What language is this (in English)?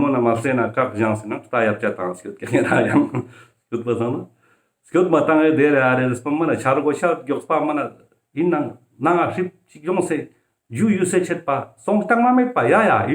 Ladakhi